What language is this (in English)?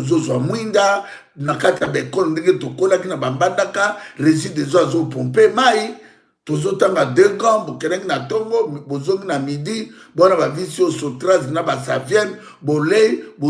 Lingala